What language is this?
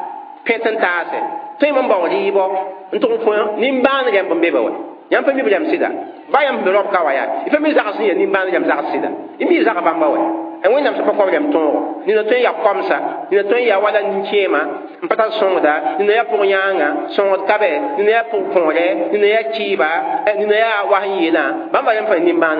Mossi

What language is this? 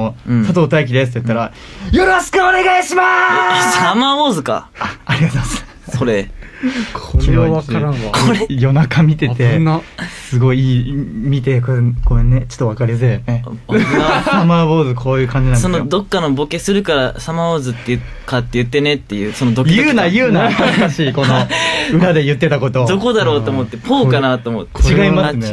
Japanese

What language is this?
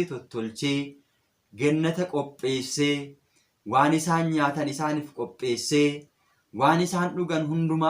Oromo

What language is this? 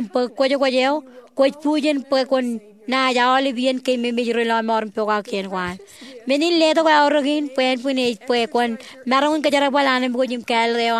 Marshallese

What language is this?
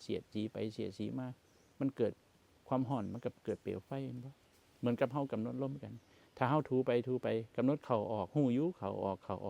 Northeastern Thai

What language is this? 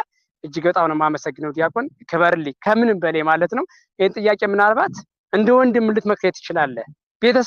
Amharic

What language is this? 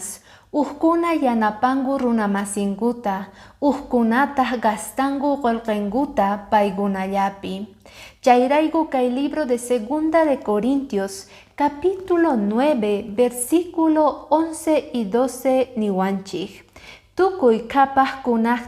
Quechua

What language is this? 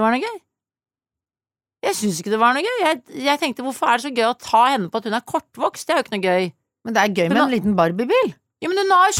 Norwegian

